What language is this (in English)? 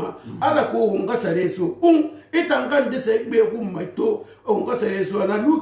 Susu